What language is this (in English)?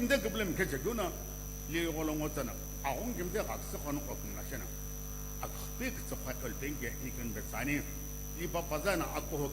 Sumi Naga